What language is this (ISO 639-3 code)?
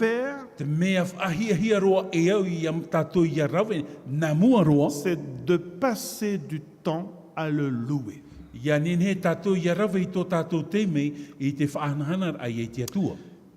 tah